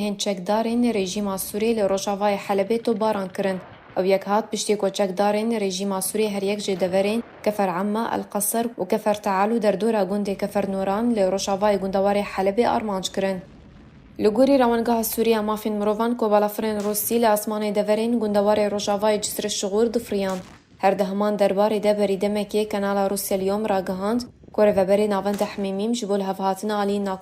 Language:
Kurdish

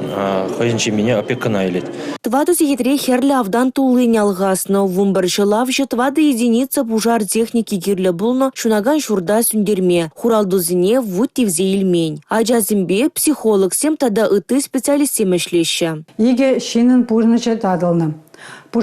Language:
Chuvash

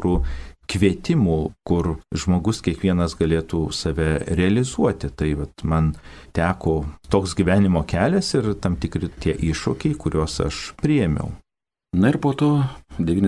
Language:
Lithuanian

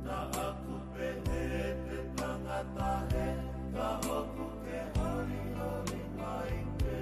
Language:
Tongan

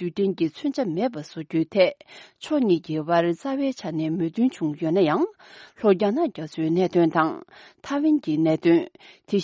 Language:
Tibetan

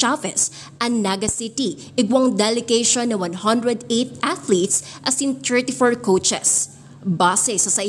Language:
Bikol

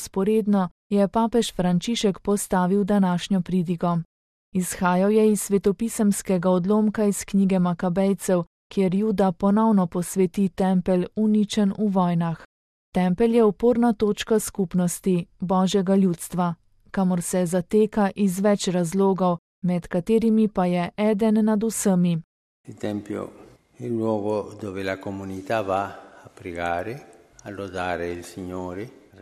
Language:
Slovenian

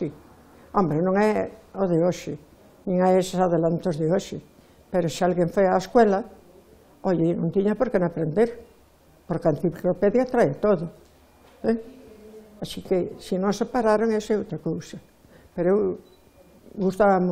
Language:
Galician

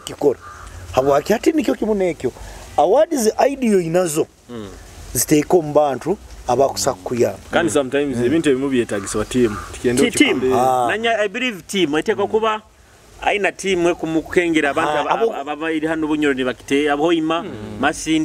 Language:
Nyoro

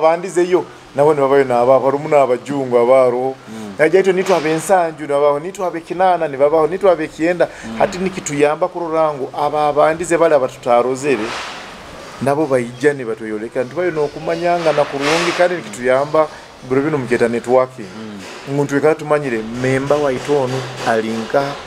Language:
Nyoro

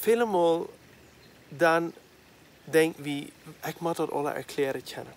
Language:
Plautdietsch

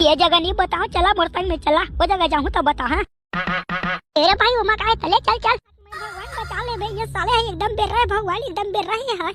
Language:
Chhattisgarhi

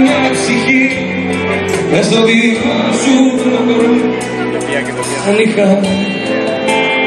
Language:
Greek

